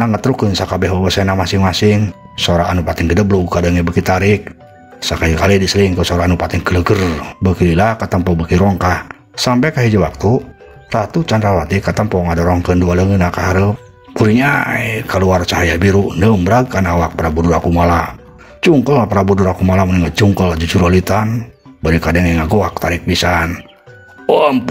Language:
Sundanese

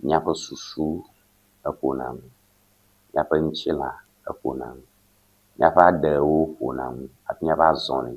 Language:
Ewe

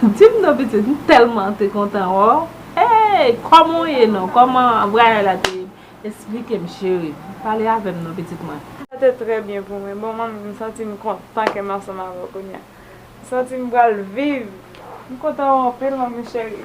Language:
Haitian Creole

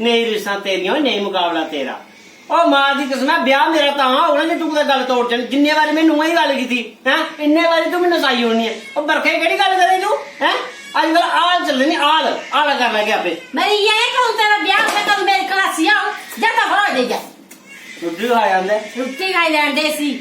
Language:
Dogri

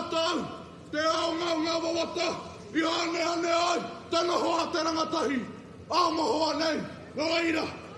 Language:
Māori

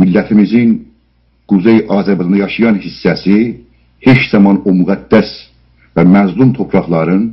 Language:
South Azerbaijani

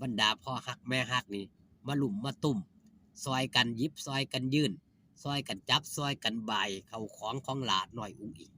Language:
Northeastern Thai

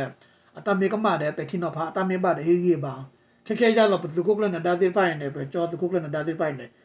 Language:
S'gaw Karen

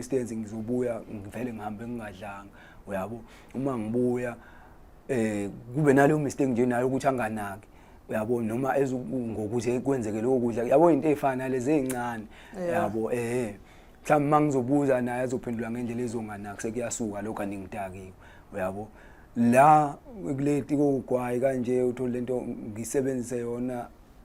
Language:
Zulu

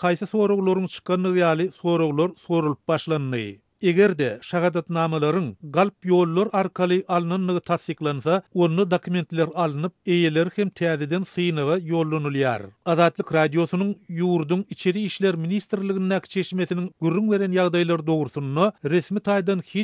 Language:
Turkmen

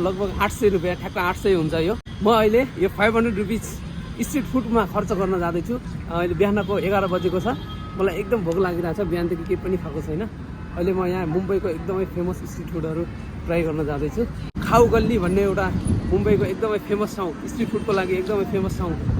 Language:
Nepali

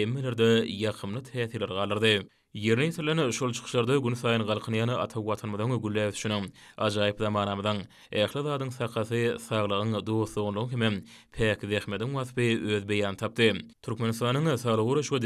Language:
Turkmen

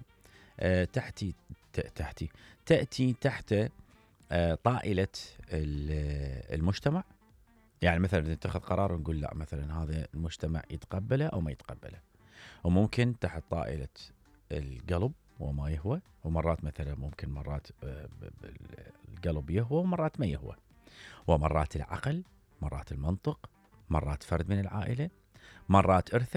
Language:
Mesopotamian Arabic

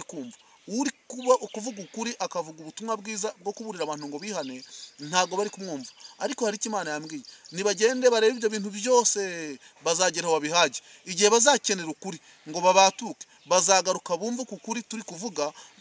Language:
Kinyarwanda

